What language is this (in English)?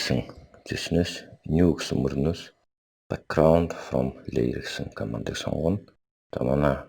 Mongolian